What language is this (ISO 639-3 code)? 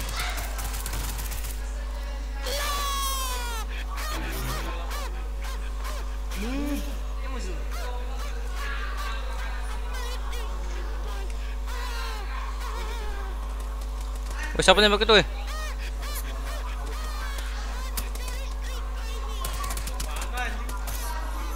ind